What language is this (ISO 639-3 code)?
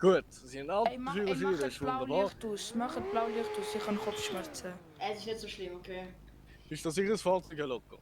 gsw